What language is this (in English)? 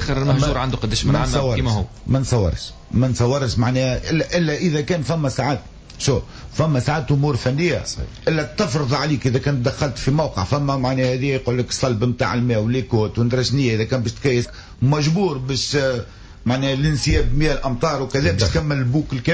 Tunisian Arabic